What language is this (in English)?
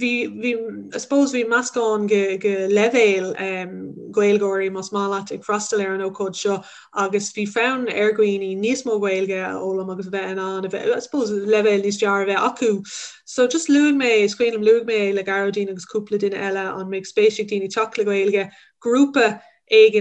Irish